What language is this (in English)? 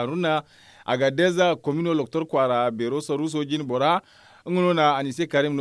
Zarma